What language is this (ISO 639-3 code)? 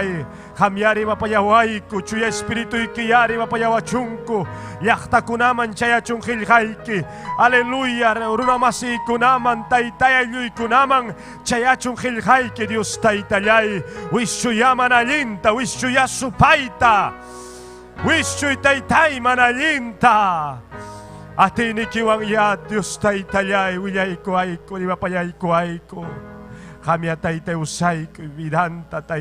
quy